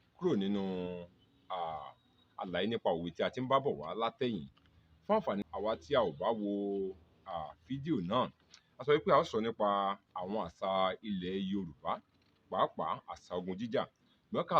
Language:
Yoruba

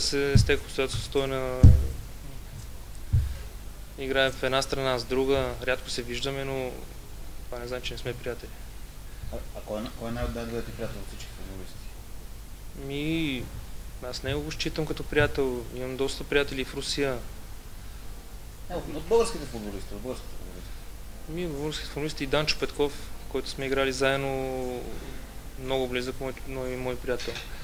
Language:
Bulgarian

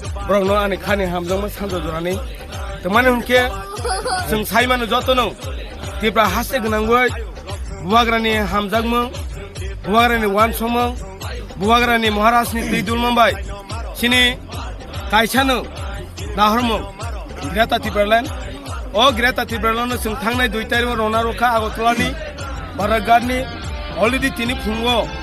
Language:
Kok Borok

